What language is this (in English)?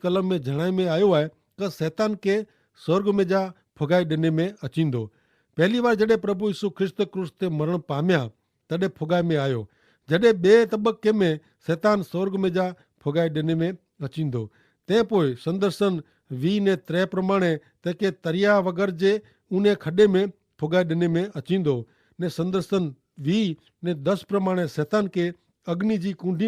Kachhi